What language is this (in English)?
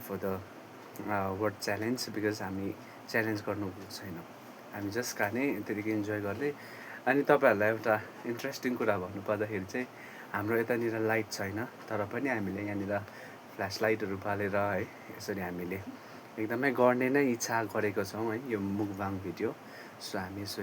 Nepali